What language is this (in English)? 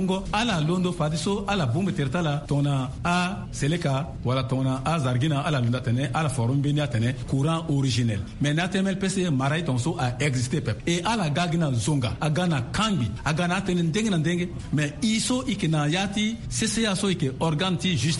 Sango